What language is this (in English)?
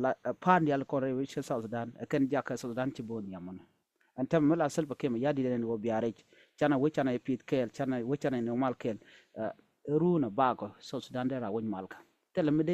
Nuer